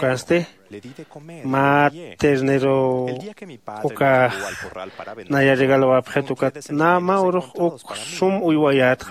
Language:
Aymara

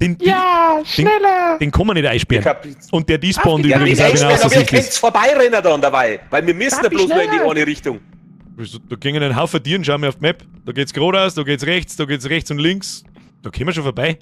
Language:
Bavarian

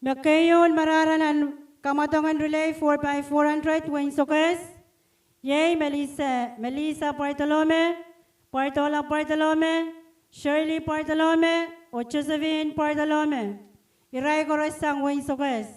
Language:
Pohnpeian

